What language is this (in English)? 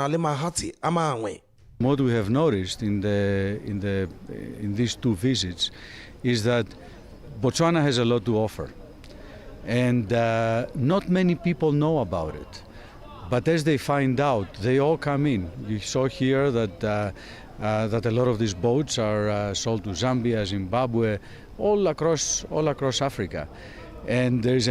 Tswana